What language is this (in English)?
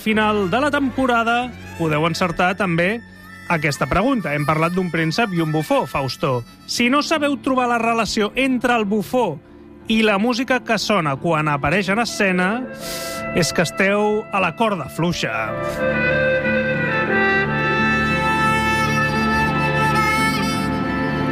Catalan